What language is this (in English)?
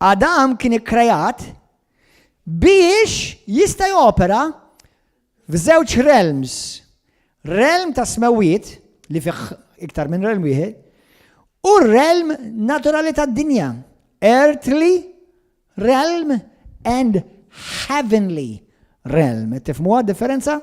Maltese